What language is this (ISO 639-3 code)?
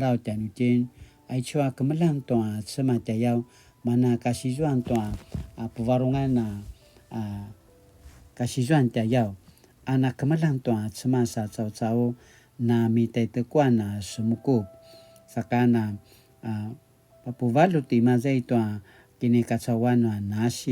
pwn